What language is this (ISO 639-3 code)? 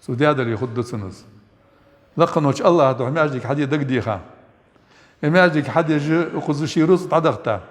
inh